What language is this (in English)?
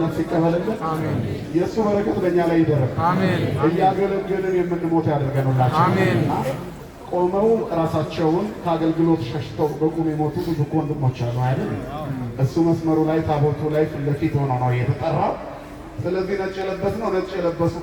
Amharic